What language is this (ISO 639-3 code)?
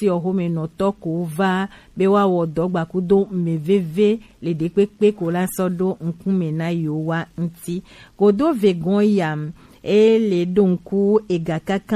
gej